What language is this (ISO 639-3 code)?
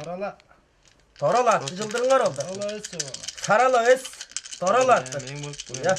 tyv